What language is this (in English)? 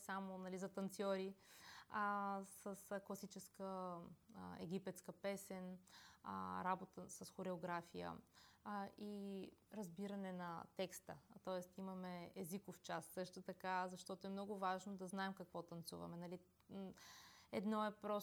Bulgarian